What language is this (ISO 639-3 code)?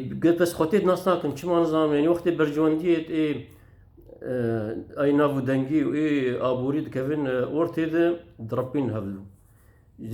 kur